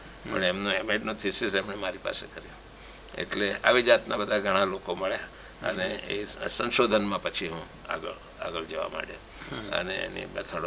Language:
Gujarati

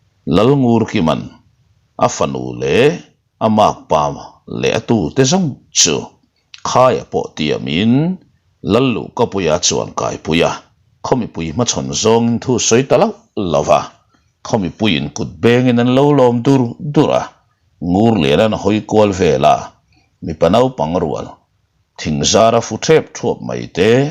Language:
Mizo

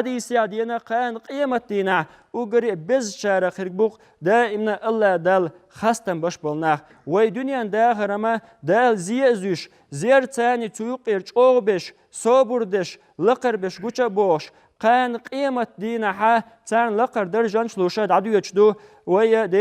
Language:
Chechen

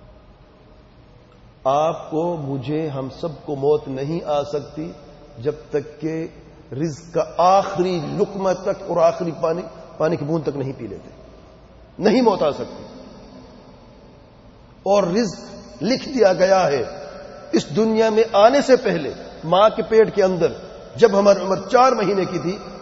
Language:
Urdu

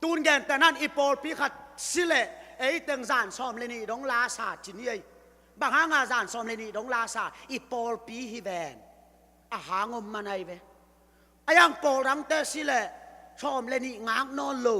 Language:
Tedim Chin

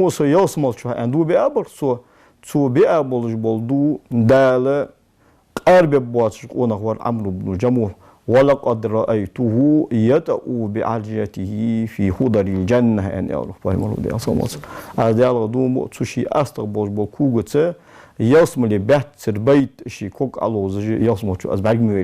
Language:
Ingush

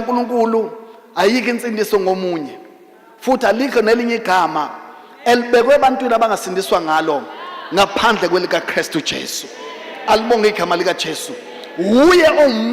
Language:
Zulu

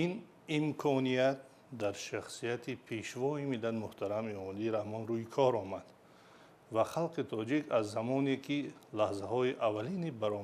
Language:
Tajik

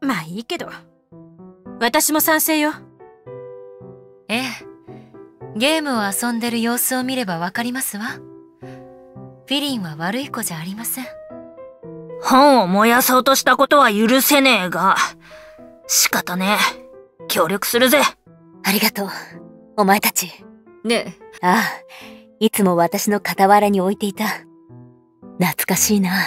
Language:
Japanese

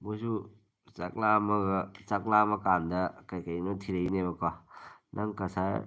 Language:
Manipuri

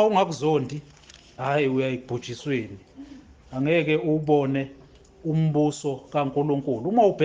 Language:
Zulu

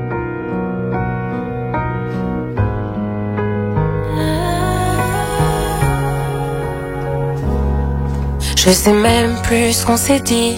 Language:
French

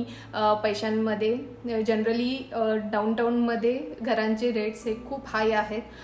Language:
Marathi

